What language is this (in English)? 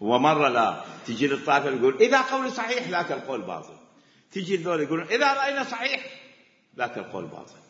Mesopotamian Arabic